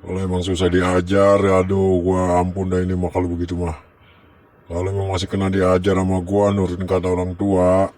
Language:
Betawi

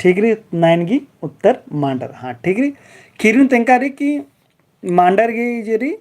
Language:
Kurukh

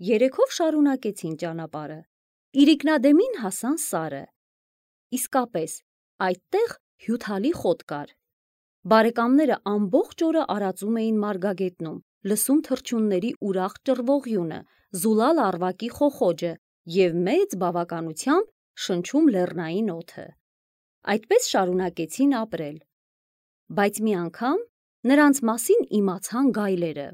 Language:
Armenian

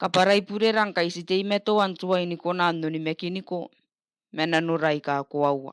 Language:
Gilbertese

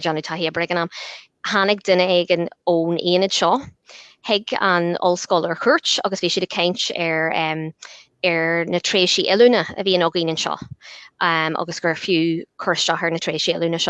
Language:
Irish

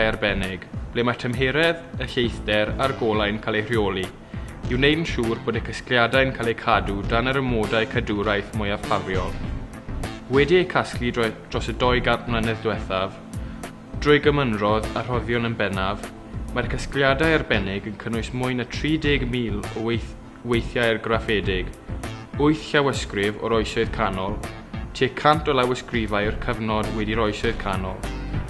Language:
Welsh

